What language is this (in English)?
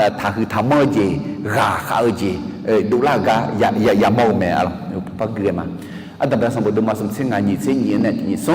Akha